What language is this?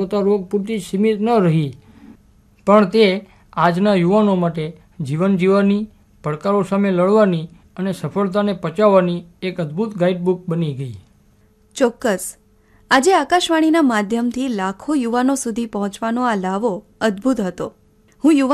Gujarati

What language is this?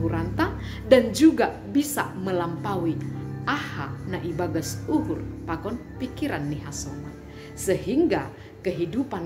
Batak Simalungun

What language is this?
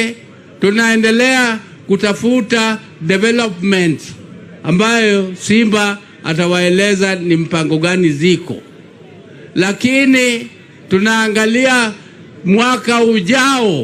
Swahili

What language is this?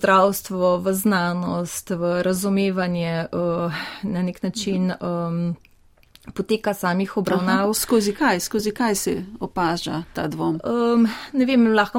Slovenian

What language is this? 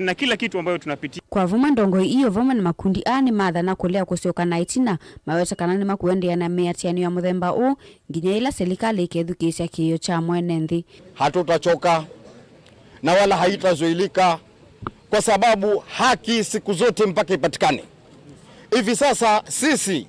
Kamba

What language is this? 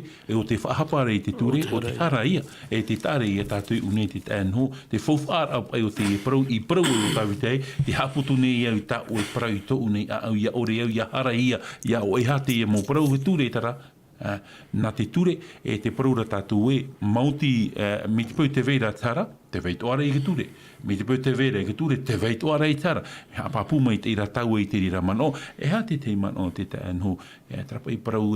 Tahitian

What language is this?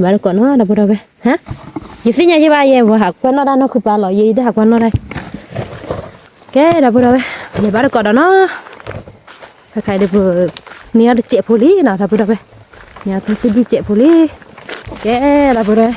S'gaw Karen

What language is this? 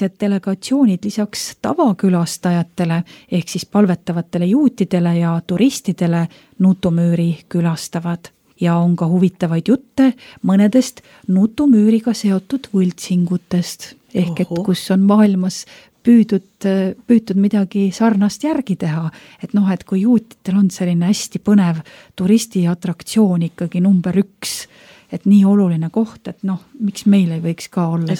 Estonian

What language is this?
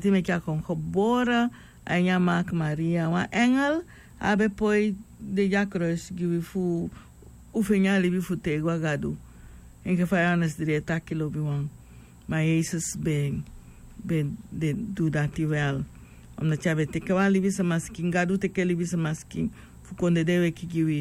Sranan Tongo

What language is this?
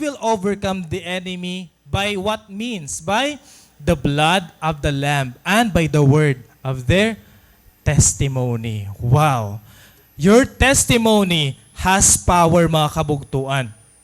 Waray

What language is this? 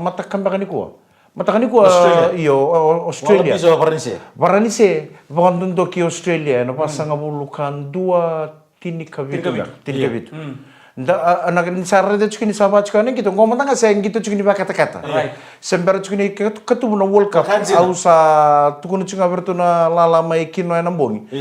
Fijian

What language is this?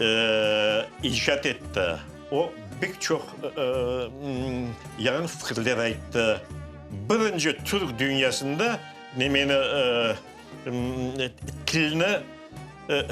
Crimean Tatar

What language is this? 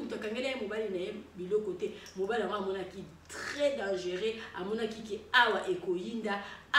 Lingala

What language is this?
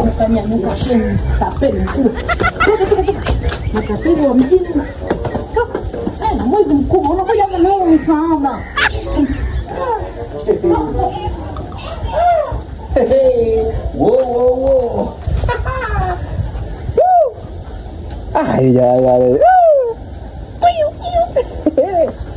Swahili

